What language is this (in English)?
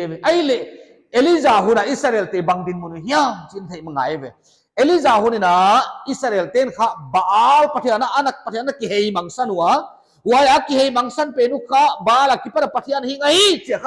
Paite Chin